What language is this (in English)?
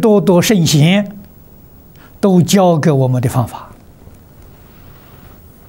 Chinese